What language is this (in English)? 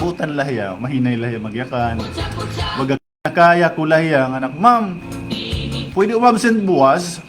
Waray